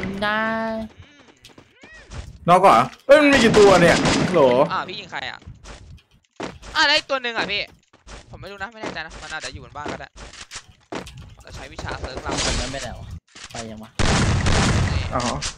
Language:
Thai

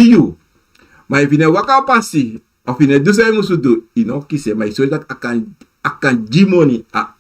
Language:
Sranan Tongo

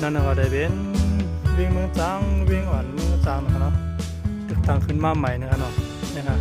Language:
Shan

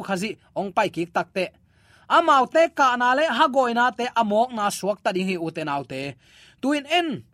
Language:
Tedim Chin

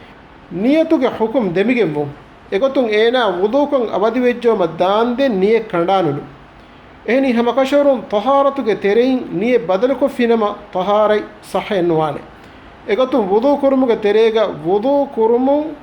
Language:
Divehi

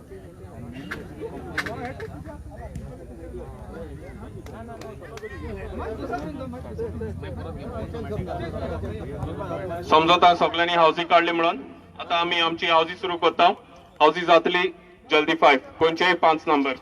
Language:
Konkani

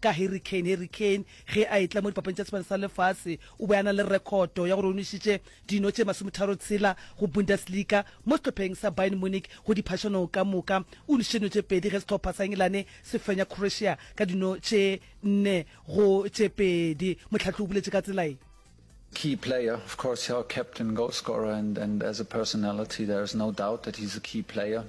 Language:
Northern Sotho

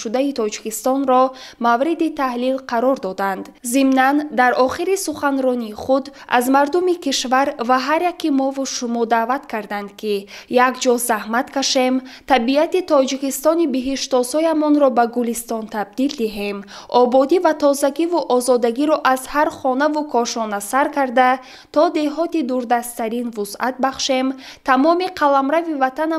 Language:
Tajik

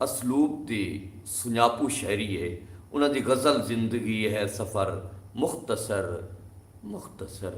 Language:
Saraiki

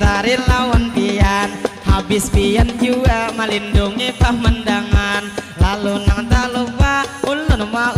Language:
Banjar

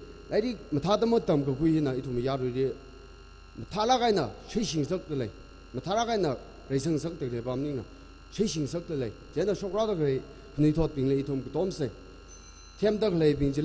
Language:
Tangkhul Naga (India)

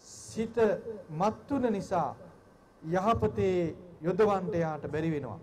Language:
Sinhala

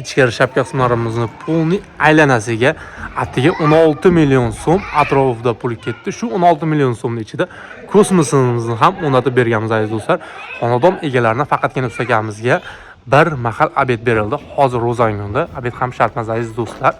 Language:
Uzbek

